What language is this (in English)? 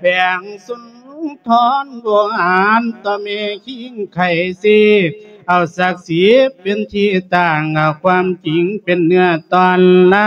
Lao